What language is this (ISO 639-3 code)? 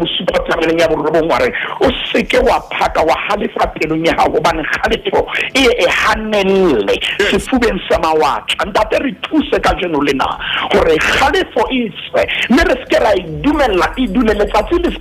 sot